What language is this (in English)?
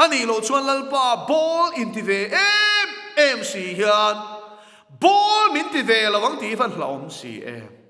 Mizo